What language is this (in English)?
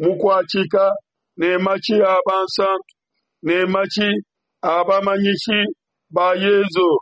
Luba-Lulua